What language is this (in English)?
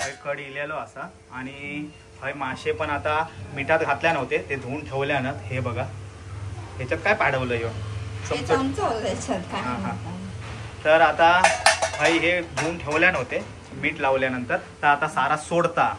Konkani